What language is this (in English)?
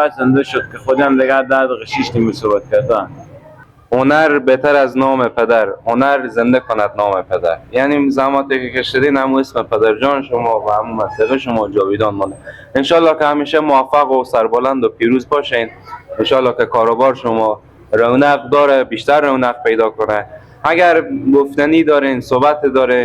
Persian